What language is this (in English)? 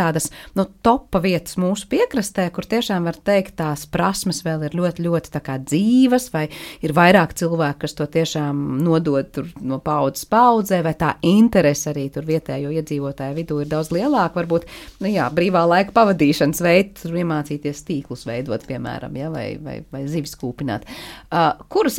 Latvian